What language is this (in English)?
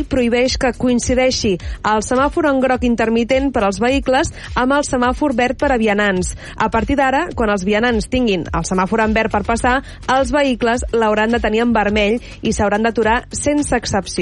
Catalan